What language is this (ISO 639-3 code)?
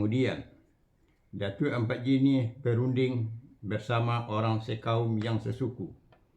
min